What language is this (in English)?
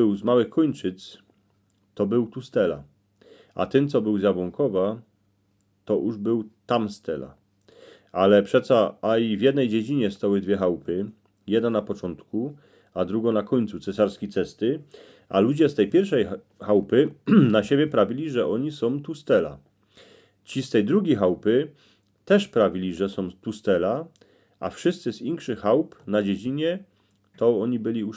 Silesian